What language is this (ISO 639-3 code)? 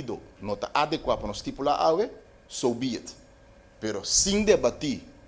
pap